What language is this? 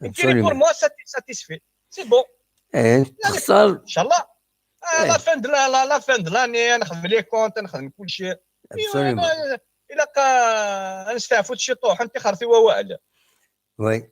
Kabyle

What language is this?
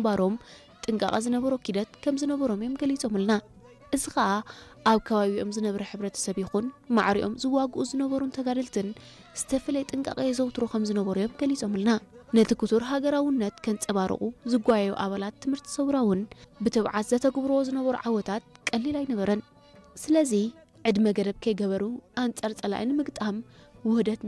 Tigrinya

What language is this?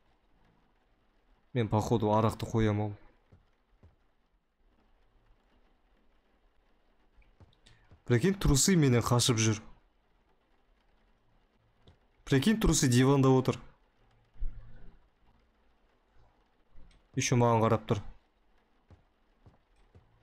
Kazakh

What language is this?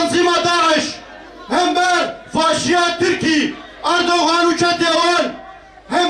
Kurdish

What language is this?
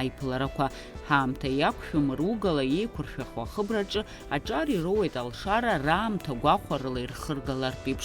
Abkhazian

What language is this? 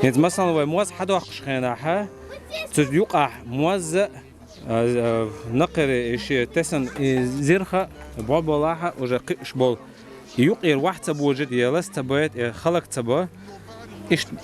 Chechen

